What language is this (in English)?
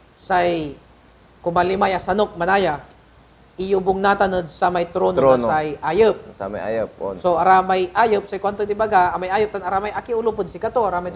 Pangasinan